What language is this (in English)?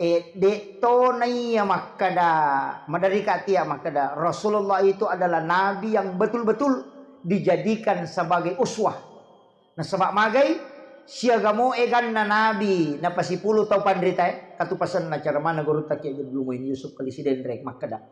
Buginese